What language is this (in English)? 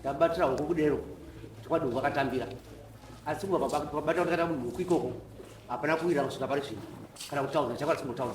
Shona